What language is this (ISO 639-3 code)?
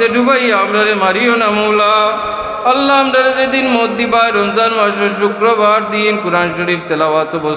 syl